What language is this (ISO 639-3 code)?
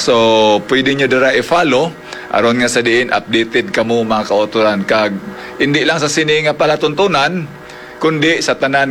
hil